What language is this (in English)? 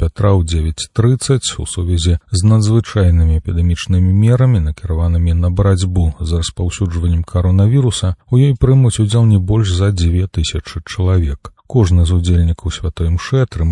Belarusian